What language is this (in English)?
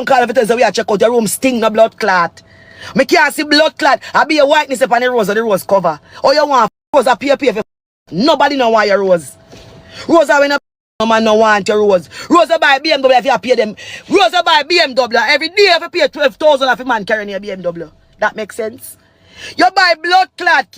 Jamaican Creole English